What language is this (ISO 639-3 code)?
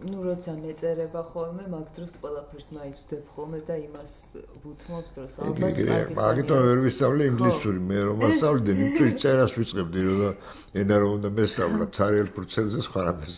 kat